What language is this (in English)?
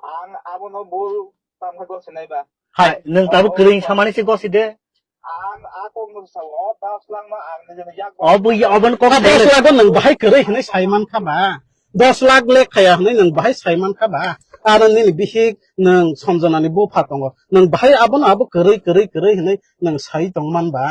Kok Borok